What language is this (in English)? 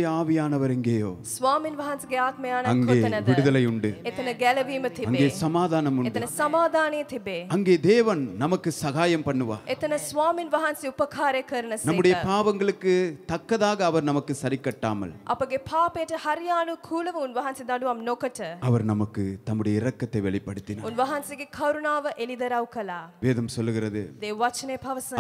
Tamil